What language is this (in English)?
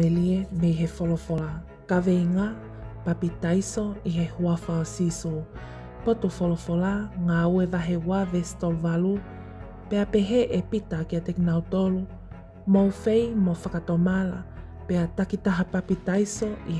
Tongan